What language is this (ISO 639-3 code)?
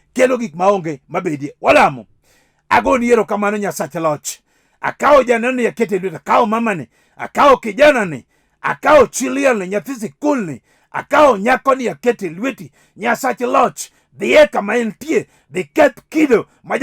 luo